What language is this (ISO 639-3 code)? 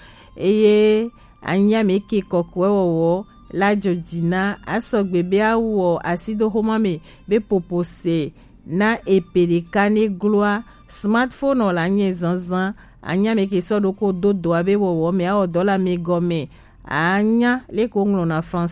gej